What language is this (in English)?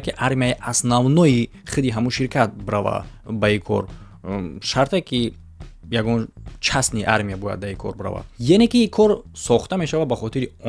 Tajik